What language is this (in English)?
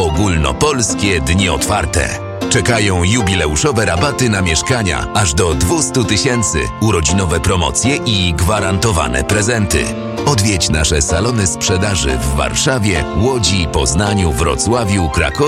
Polish